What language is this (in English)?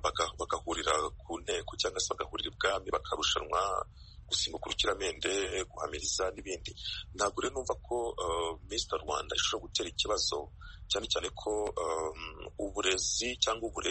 Kinyarwanda